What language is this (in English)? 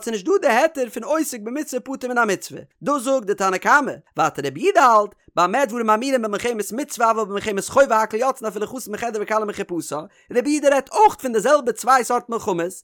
Yiddish